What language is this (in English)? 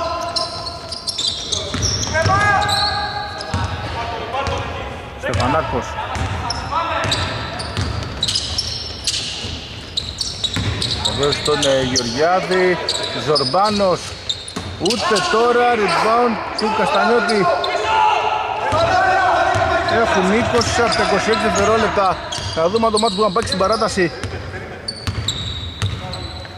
Greek